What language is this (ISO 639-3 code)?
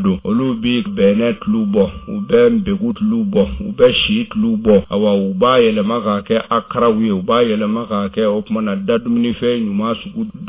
bam